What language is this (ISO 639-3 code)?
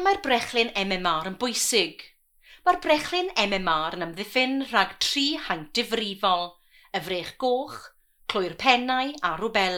cym